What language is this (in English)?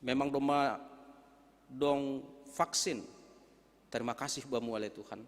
Batak Simalungun